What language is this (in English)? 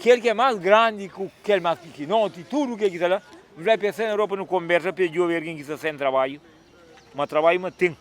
Kabuverdianu